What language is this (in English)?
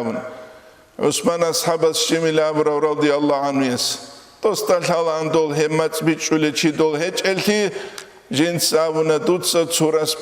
Avaric